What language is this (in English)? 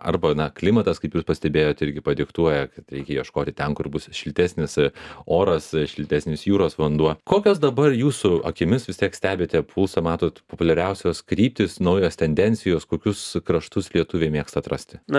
Lithuanian